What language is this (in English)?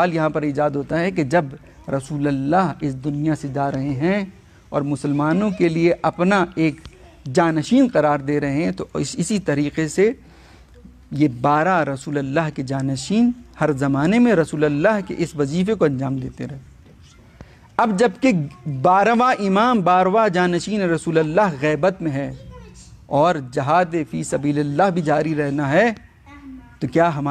Urdu